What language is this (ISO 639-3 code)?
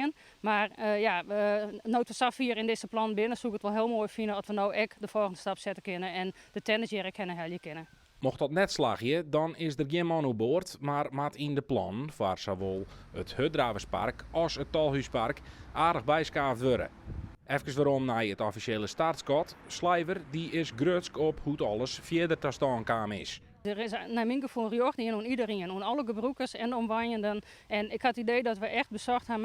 fry